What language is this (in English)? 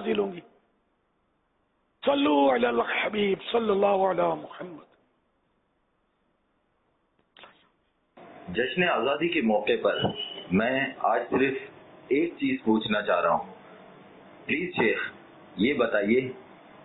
Urdu